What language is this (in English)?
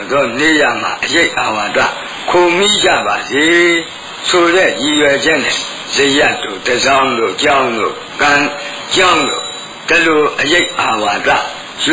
Burmese